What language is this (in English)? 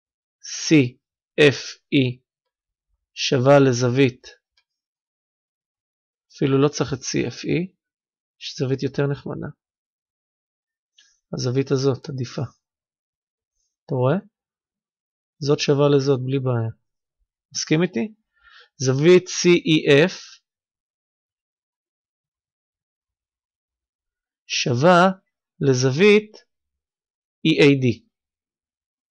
Hebrew